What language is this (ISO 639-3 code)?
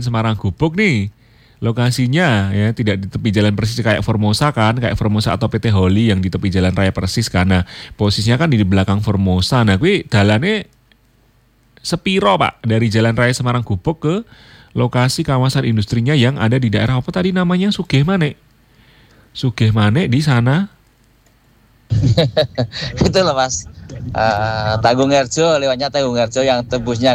ind